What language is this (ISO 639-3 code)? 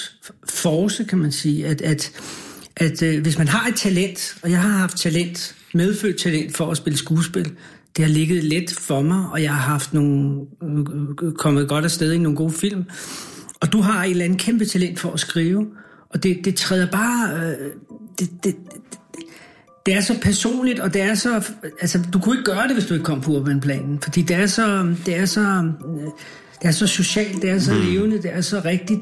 dan